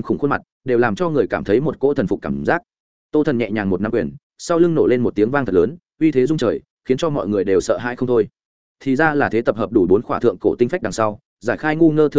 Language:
Vietnamese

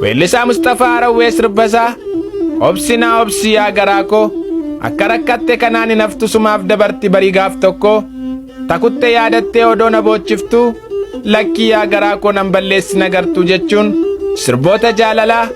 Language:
Oromo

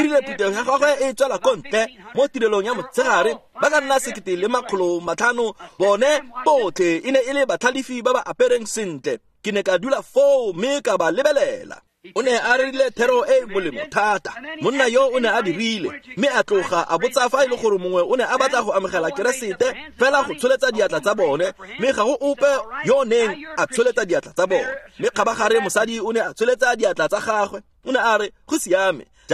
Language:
Tswana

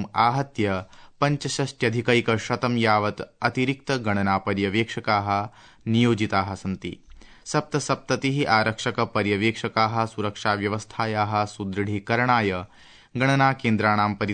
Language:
Sanskrit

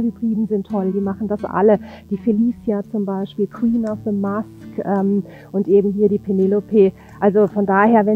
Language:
German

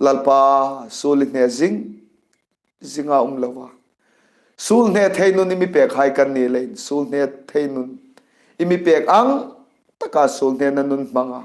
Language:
Hmar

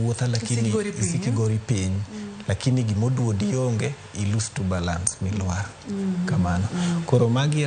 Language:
Luo (Kenya and Tanzania)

